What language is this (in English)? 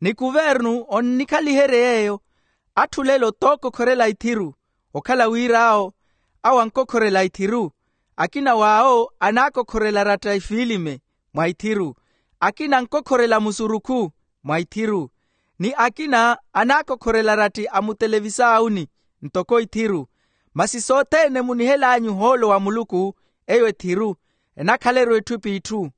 Makhuwa